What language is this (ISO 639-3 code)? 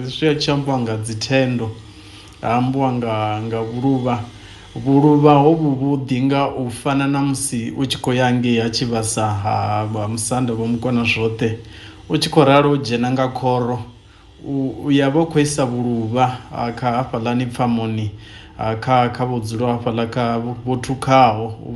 ven